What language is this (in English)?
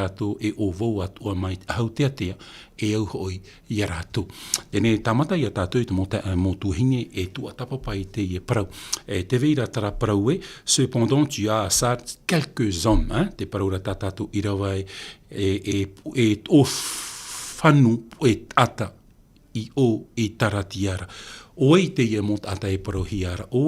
Tahitian